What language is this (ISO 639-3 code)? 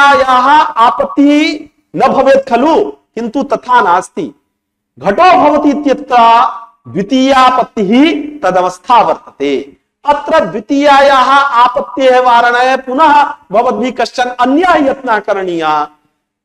san